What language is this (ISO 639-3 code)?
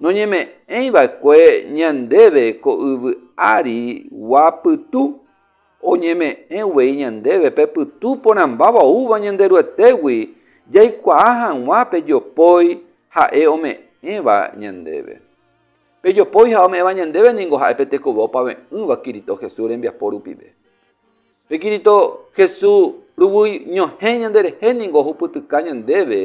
grn